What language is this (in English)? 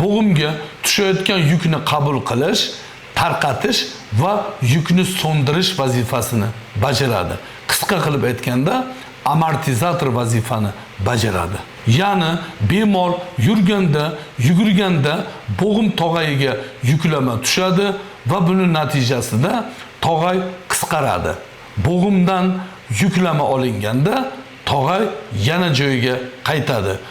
Uzbek